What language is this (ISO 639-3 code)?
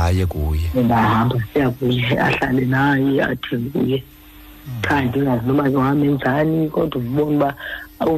xho